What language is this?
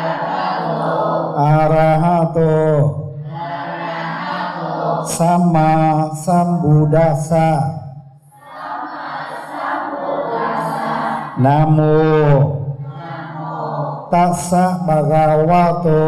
Vietnamese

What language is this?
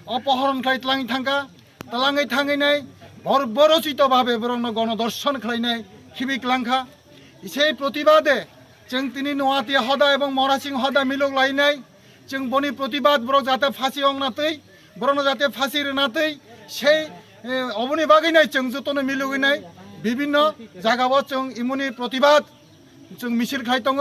Kok Borok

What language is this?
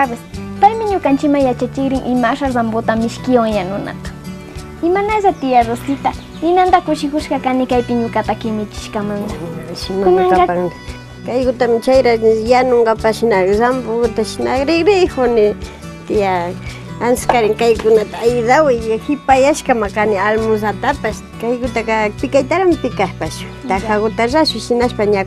Imbabura Highland Quichua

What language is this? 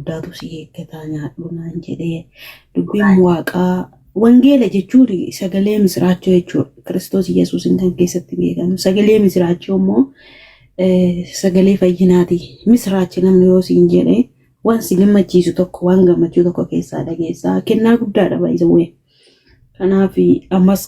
Oromo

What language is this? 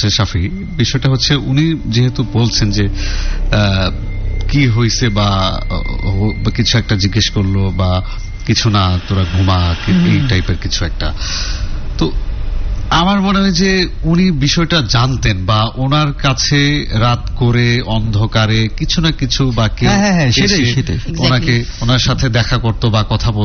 Bangla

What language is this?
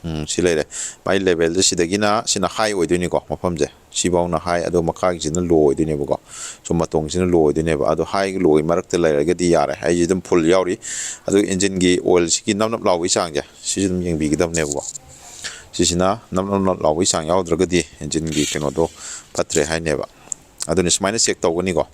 Manipuri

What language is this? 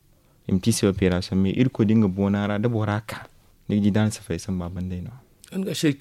Zarma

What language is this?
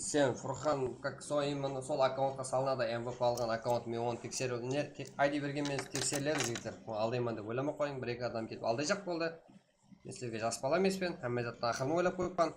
Kara-Kalpak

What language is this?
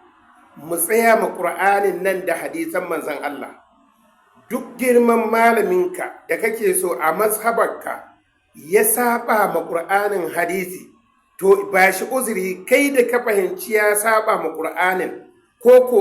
Hausa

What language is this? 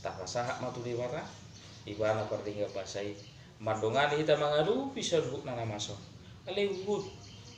Batak Toba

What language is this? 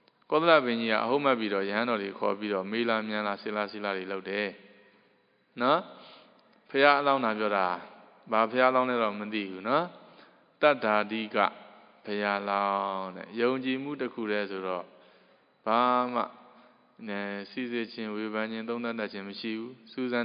Burmese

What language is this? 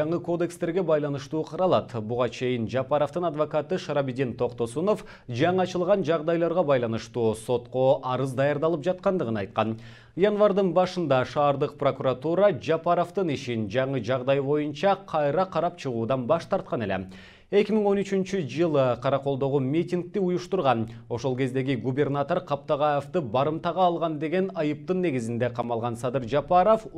Kyrgyz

